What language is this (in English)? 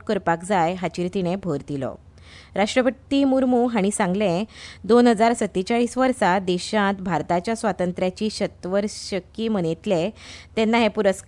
Konkani